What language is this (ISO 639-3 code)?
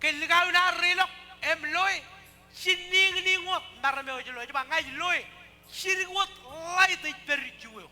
mah